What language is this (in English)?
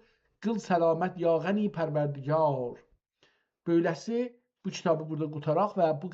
South Azerbaijani